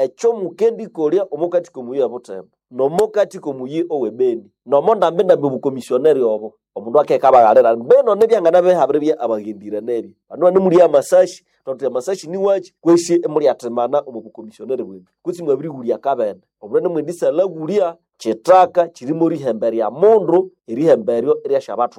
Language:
Nande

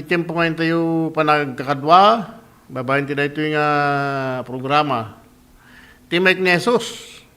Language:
Iloko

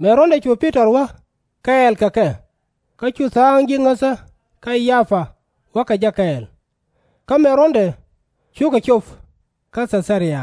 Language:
Nuer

